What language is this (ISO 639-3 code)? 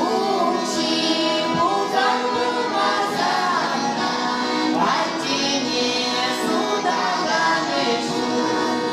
chv